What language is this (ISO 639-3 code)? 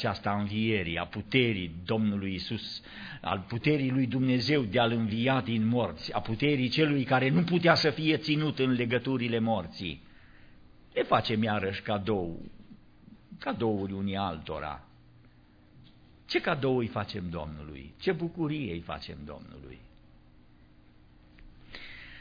ron